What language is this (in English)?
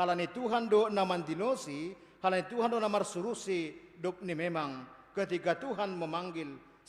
Batak Simalungun